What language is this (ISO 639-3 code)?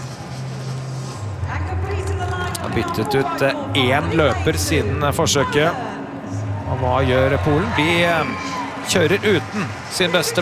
nor